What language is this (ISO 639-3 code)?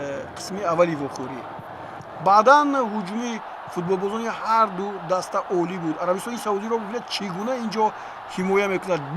tgk